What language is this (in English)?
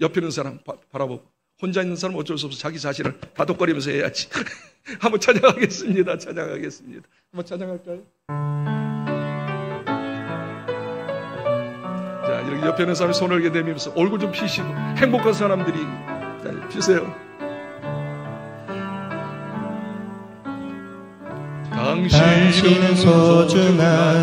Korean